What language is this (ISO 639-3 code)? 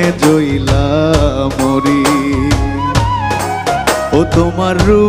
ben